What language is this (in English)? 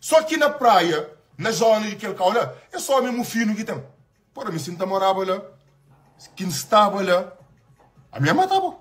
Kabuverdianu